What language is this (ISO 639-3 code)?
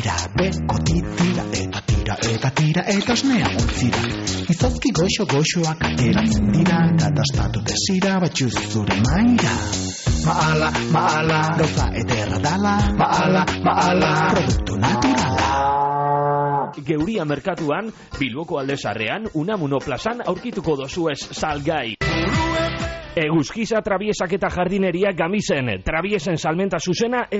eus